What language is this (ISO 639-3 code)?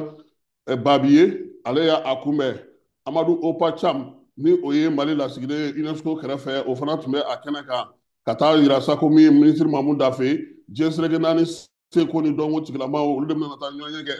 bam